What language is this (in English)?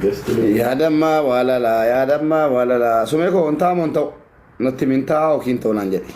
Oromo